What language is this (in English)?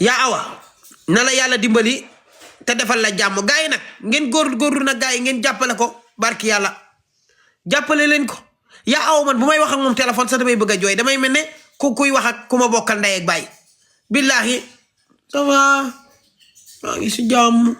Wolof